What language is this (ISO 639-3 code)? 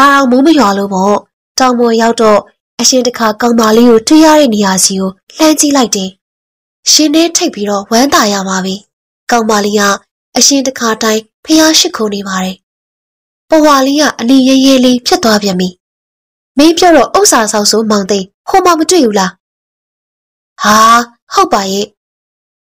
mya